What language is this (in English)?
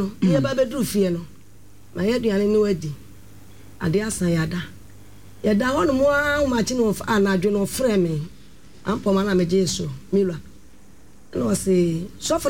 Akan